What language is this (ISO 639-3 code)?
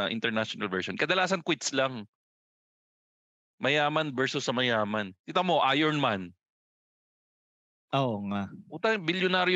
fil